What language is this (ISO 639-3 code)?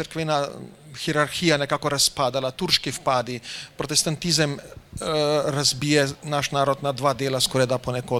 slv